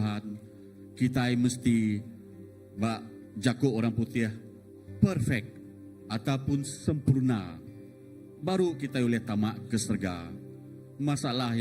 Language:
Iban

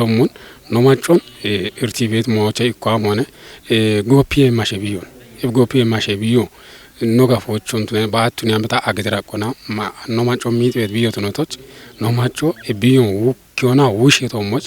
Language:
Kafa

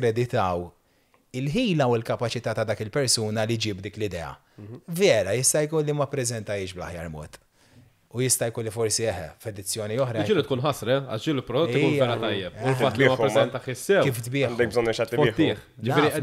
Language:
Maltese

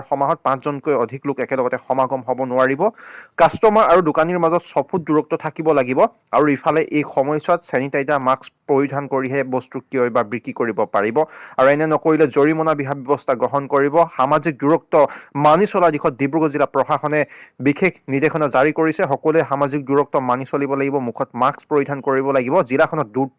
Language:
Assamese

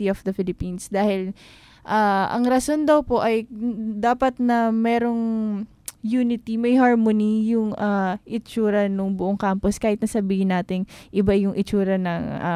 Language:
Filipino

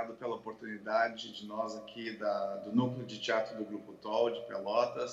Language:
Portuguese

